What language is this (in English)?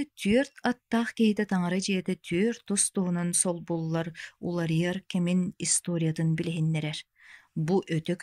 Yakut